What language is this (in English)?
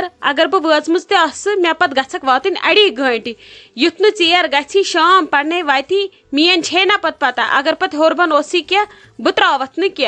Kashmiri